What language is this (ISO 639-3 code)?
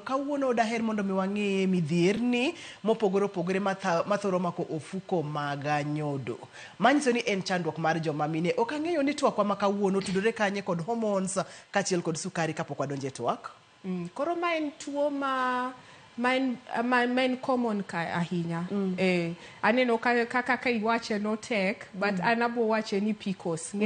luo